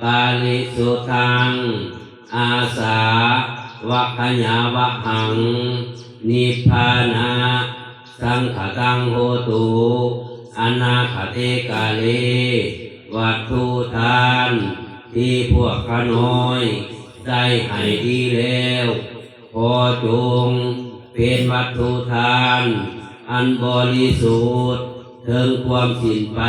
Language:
Pali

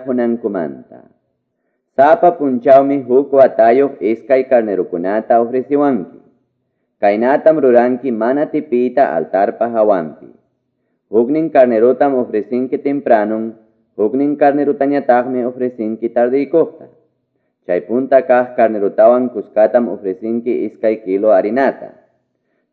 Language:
Quechua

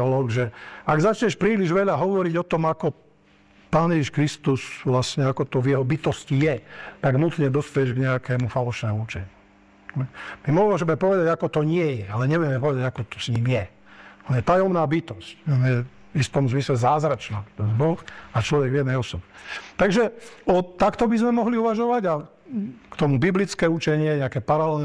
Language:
Slovak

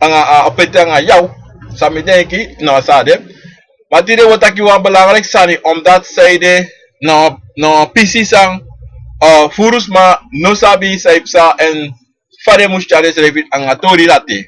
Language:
Sranan Tongo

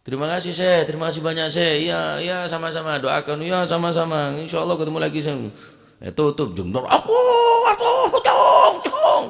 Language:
Madurese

